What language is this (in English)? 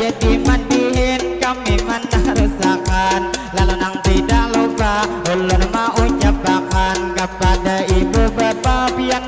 Banjar